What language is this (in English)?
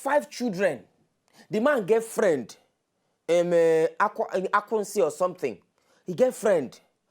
Nigerian Pidgin